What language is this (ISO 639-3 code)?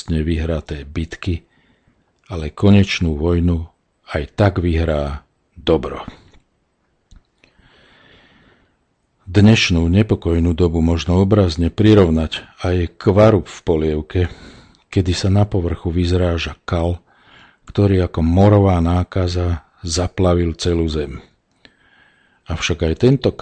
slk